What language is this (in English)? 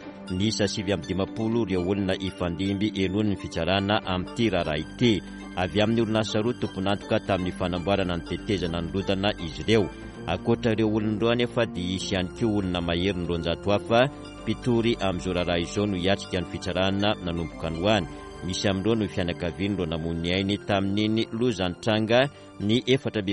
Malagasy